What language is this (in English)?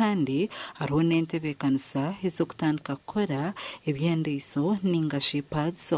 Nyankole